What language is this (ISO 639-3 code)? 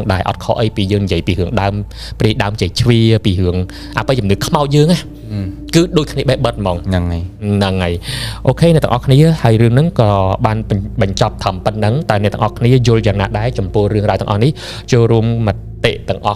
khm